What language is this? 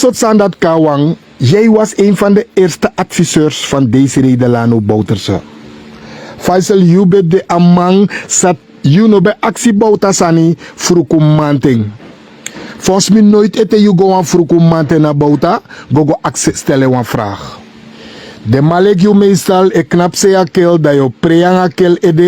Sranan Tongo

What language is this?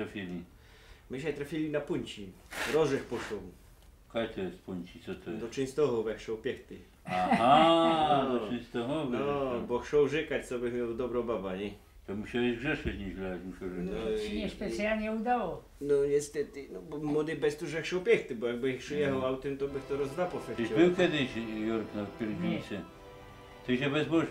Silesian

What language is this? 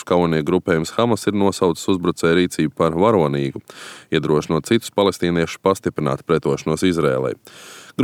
Latvian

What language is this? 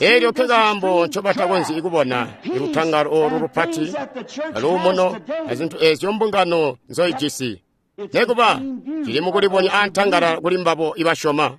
Tonga (Zambia)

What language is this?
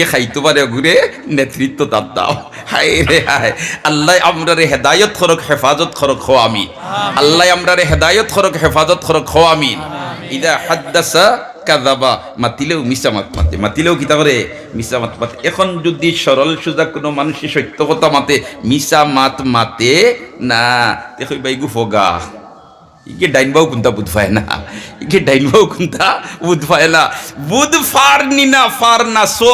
Sylheti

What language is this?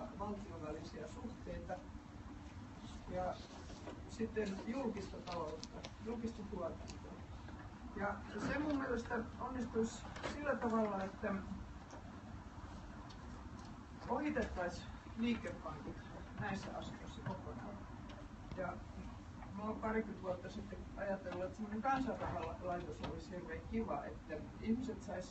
Finnish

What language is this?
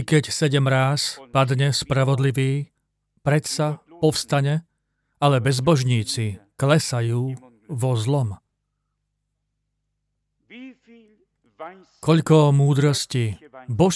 Slovak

